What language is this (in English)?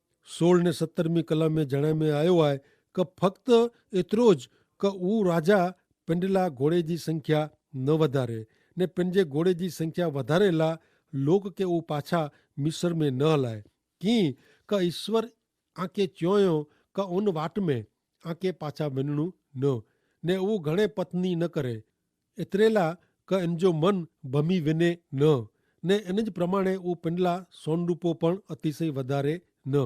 Kachhi